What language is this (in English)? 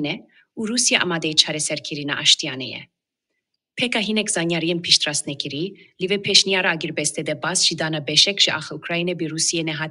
Kurdish